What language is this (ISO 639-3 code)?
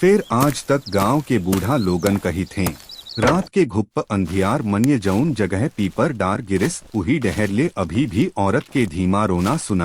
hne